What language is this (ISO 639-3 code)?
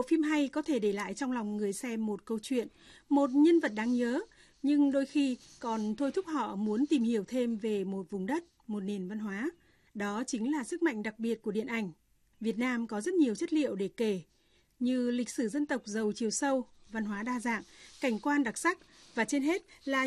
vie